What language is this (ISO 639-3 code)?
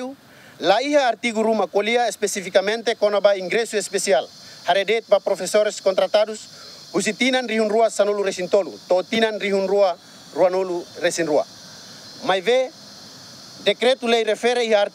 tet